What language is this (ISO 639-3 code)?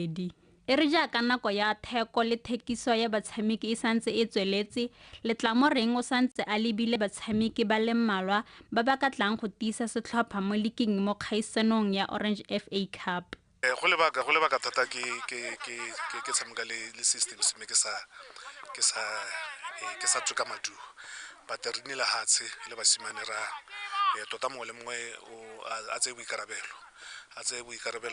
tsn